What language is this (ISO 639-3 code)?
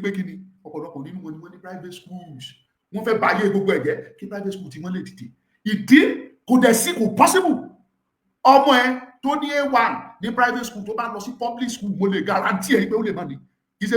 yor